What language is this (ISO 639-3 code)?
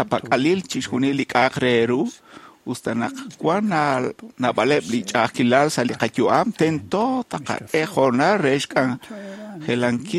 kek